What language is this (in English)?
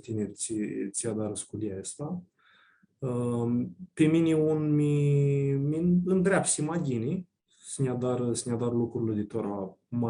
Aromanian